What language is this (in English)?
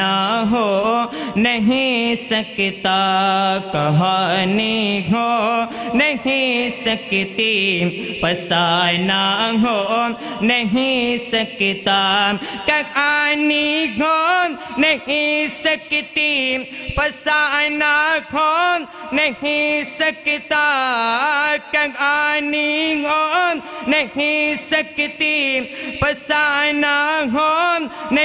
Western Panjabi